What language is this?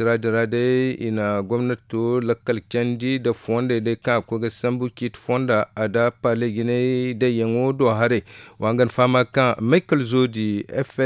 Zarma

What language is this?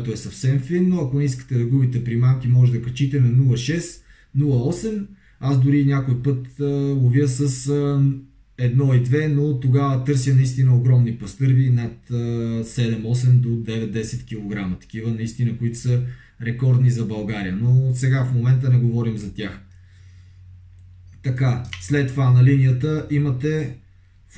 Bulgarian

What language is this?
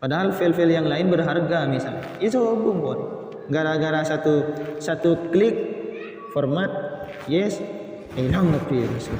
Madurese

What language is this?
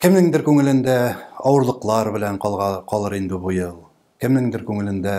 Tatar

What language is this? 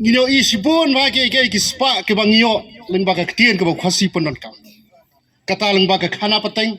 Khasi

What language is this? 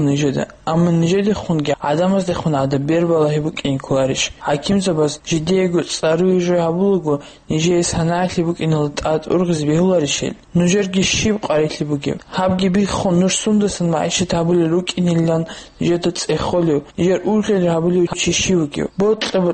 Avaric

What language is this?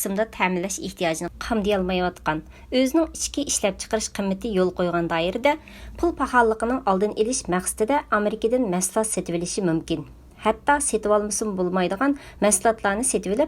Uyghur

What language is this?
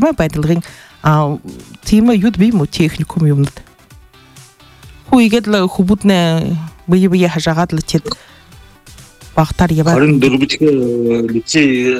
Buriat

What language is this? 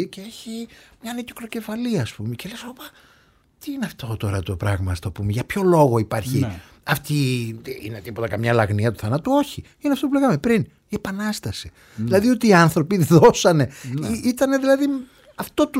Greek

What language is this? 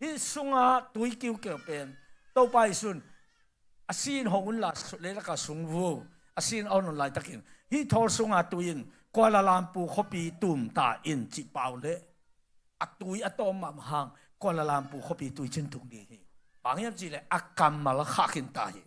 Tedim Chin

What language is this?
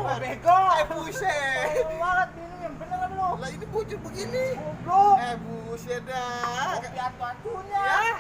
Betawi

